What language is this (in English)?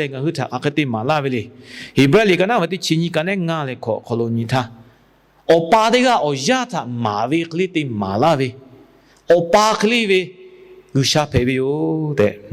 Lahu